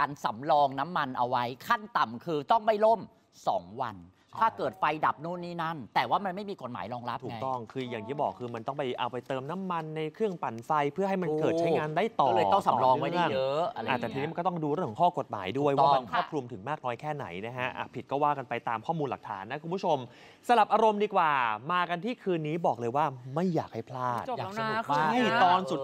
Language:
Thai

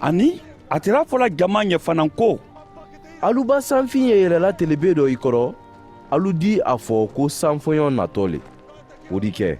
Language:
Mandingo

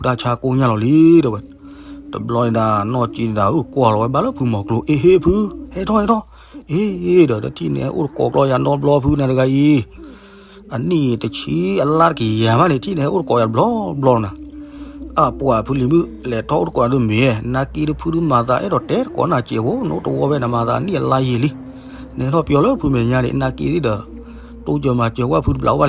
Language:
S'gaw Karen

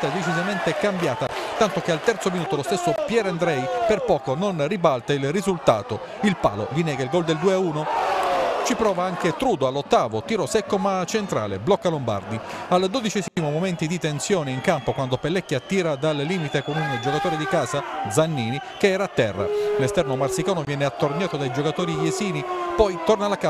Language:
Italian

